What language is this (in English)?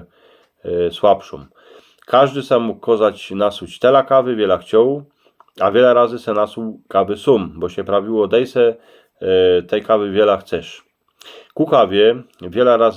Silesian